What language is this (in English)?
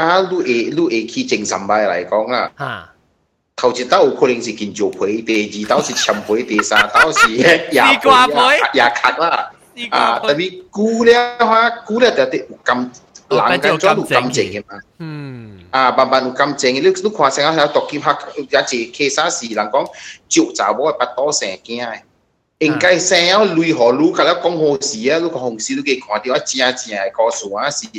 Min Nan Chinese